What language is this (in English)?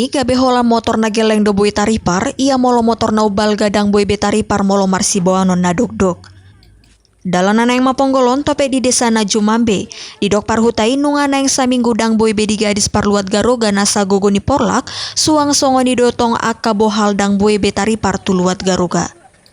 Batak Toba